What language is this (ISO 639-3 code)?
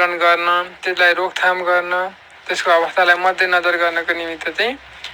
nep